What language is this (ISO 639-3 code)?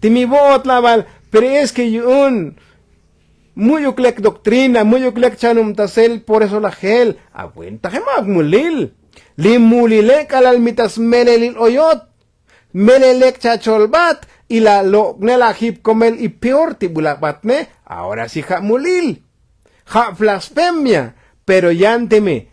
tzo